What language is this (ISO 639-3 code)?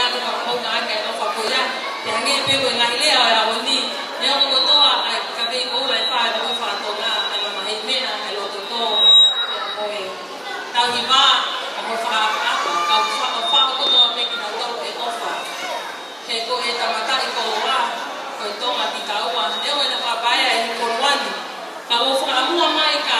ton